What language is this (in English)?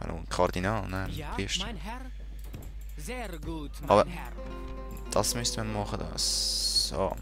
Swiss German